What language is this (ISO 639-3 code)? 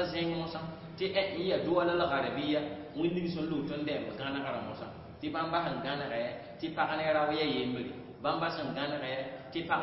mos